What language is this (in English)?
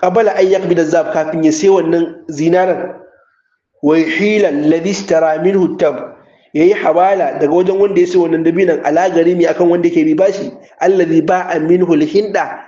Hausa